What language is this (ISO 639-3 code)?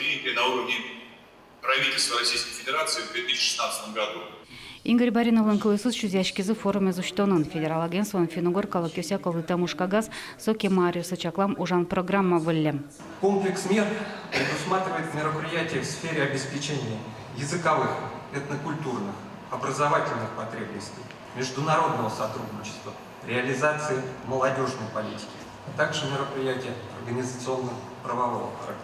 udm